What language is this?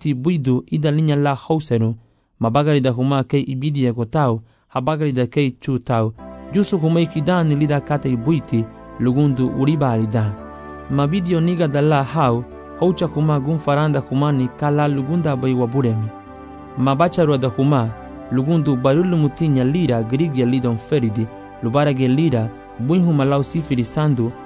Garifuna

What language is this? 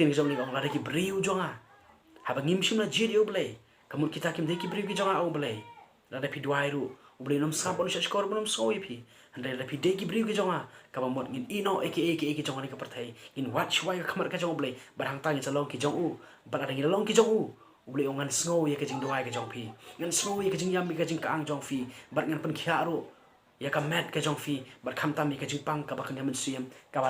Khasi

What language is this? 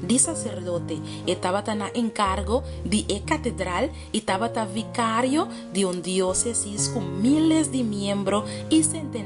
Papiamento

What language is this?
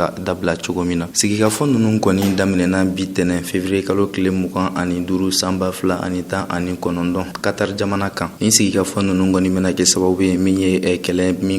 Bambara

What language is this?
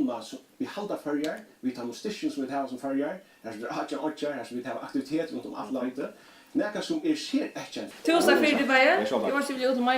Faroese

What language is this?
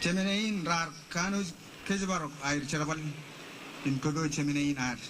Marshallese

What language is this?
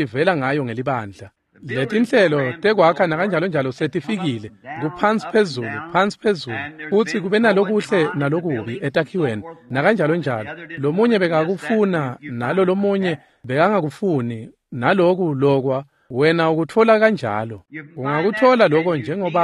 Swati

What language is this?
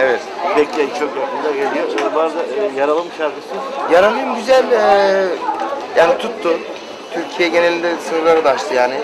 Turkish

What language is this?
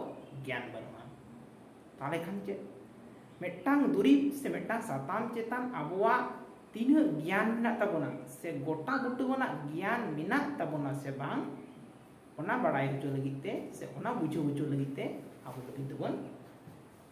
Santali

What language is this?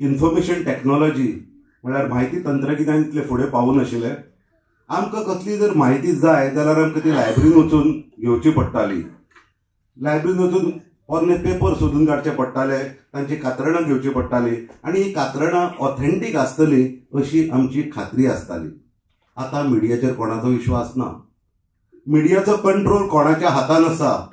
Konkani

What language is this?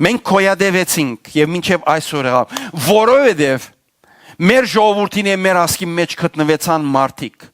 Western Armenian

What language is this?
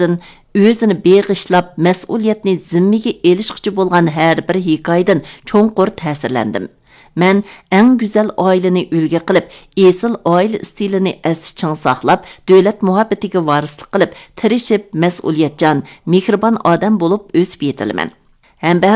Uyghur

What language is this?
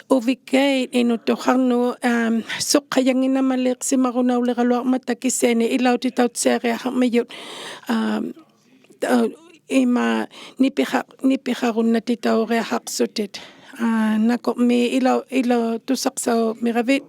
Inuktitut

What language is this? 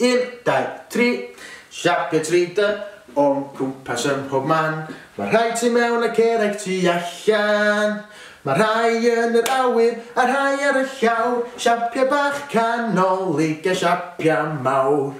Welsh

